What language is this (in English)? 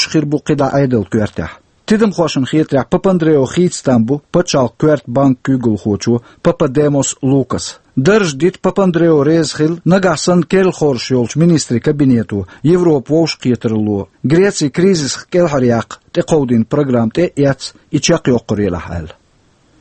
Chechen